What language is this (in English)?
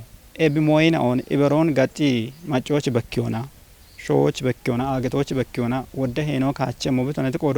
Kafa